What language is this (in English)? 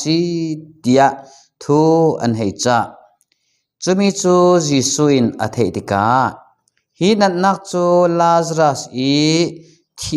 Falam Chin